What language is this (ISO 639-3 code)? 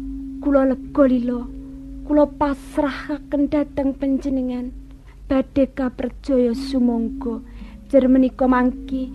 jav